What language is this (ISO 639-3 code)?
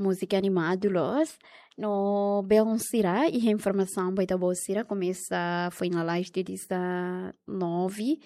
tet